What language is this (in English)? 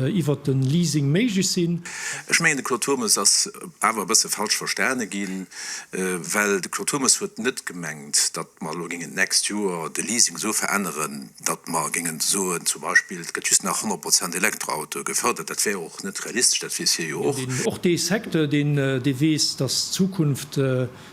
Luxembourgish